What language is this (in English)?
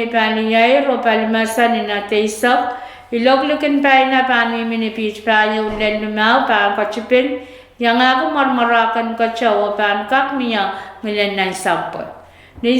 Pohnpeian